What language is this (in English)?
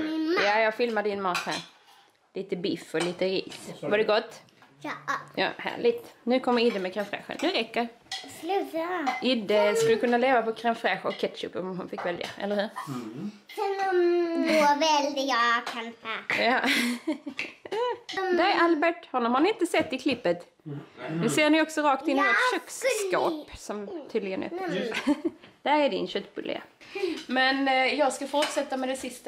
Swedish